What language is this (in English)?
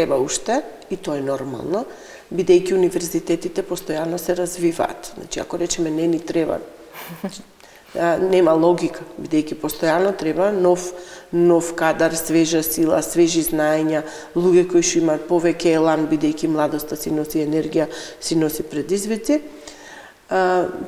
Macedonian